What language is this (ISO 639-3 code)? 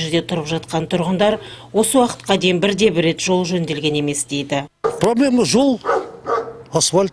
kaz